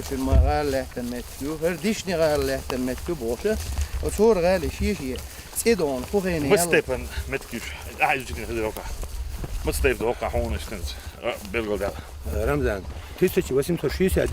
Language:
Chechen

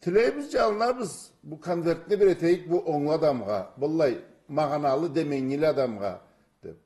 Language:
Karachay-Balkar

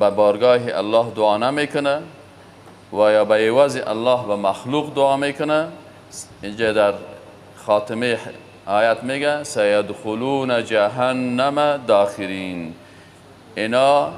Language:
Persian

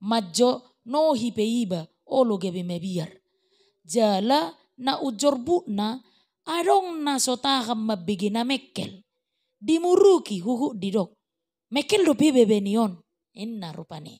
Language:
Batak Toba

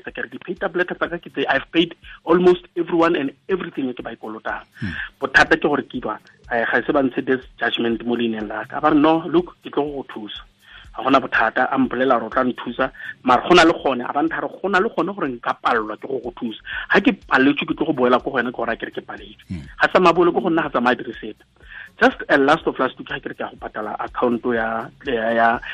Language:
Tswana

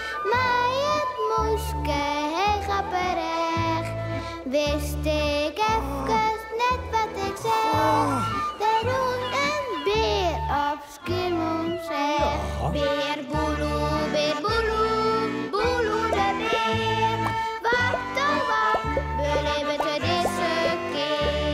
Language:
Western Frisian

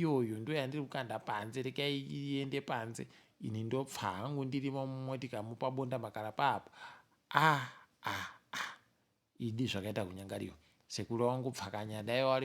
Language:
Ndau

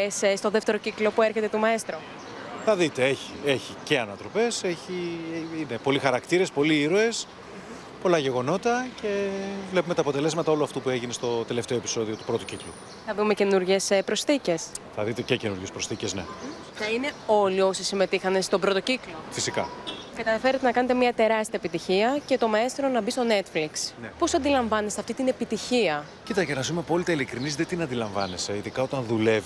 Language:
Greek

